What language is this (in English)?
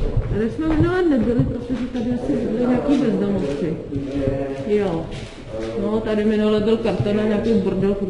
Czech